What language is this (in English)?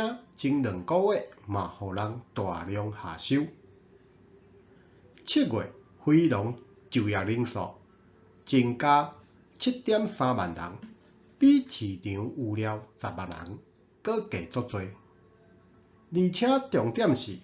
Min Nan Chinese